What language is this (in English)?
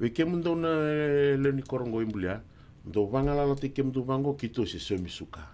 Fijian